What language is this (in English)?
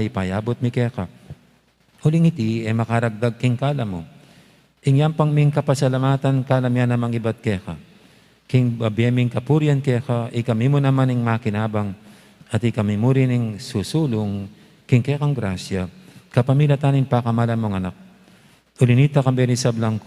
Pampanga